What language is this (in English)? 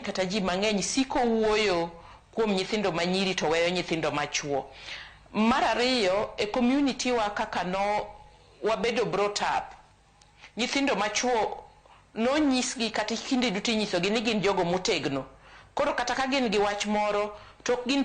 Luo (Kenya and Tanzania)